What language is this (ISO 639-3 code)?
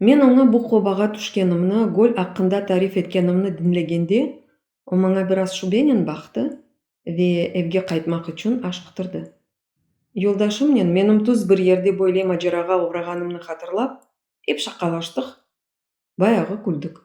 crh